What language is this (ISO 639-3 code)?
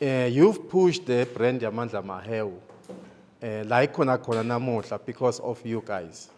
ssw